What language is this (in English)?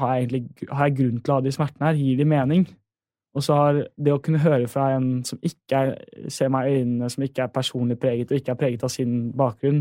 Norwegian